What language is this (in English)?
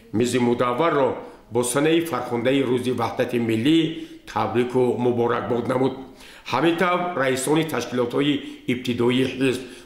Tajik